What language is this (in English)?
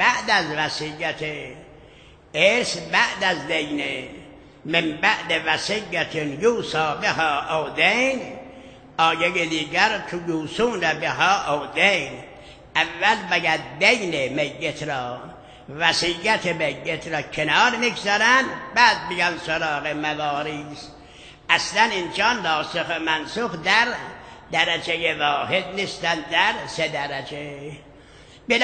Persian